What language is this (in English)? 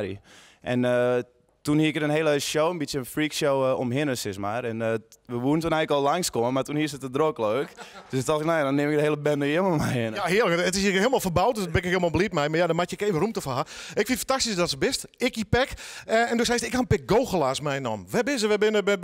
Western Frisian